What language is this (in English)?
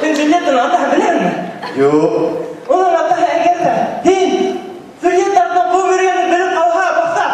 Bashkir